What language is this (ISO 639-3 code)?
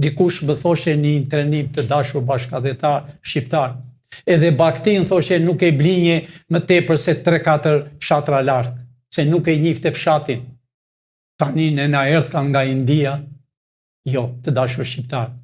sqi